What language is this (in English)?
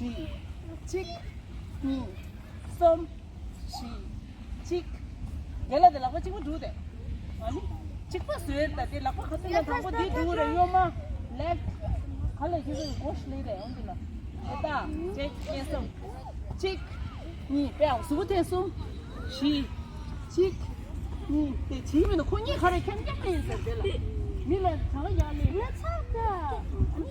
Tibetan